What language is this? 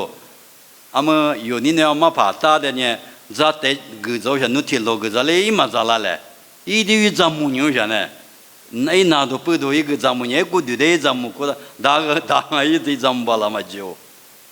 Lisu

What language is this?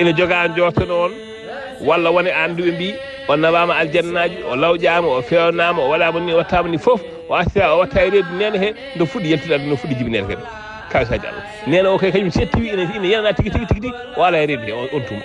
Fula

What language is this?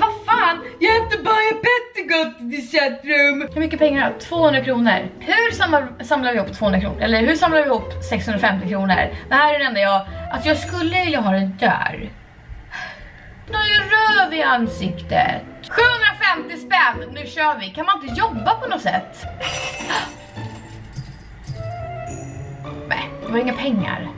Swedish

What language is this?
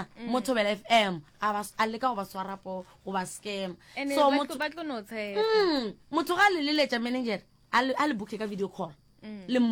Northern Sotho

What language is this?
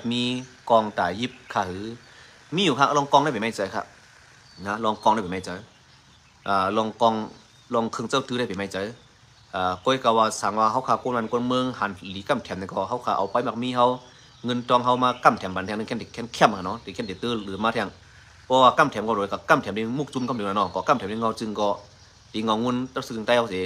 Shan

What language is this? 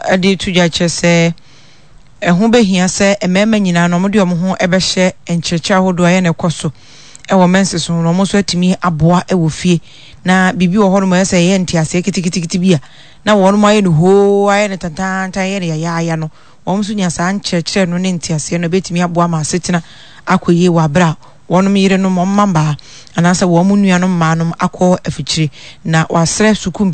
Akan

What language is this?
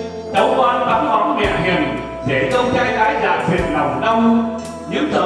Vietnamese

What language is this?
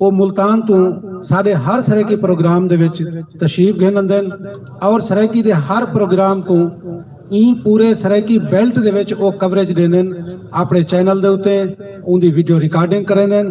Saraiki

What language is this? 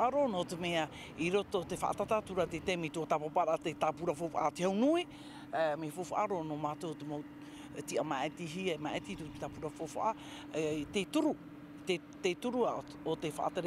Tahitian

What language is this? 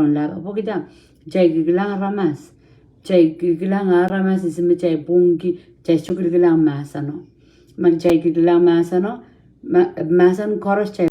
Pohnpeian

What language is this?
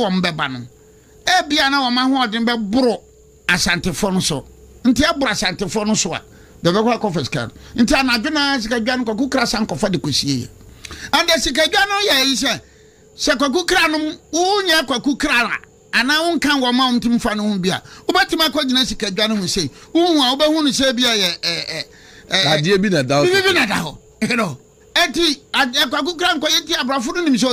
Akan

